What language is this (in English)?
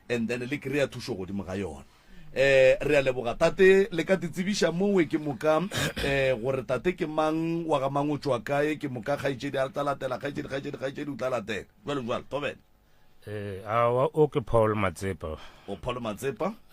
Northern Sotho